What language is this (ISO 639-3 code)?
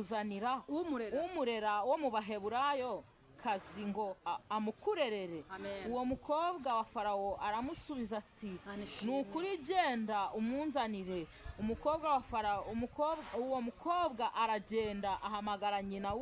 kin